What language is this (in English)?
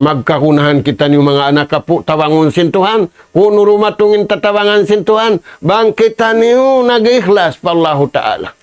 Tausug